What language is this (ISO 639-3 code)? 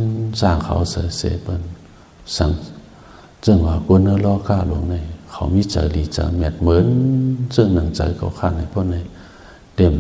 shn